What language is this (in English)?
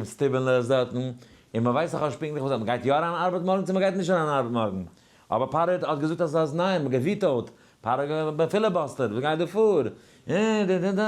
Yiddish